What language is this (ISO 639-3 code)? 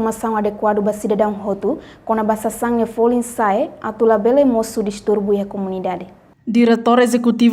tet